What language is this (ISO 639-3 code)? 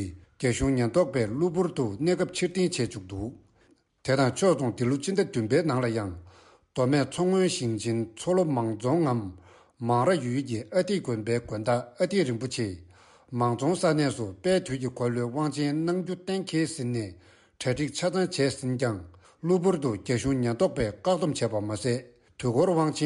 bod